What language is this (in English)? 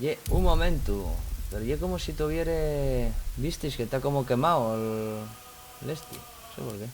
Asturian